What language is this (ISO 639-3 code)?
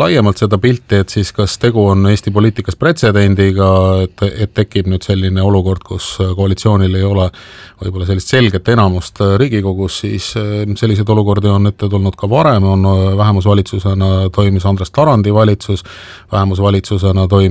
est